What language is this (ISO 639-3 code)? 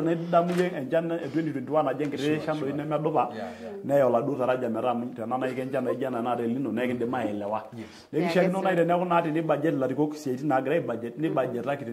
mas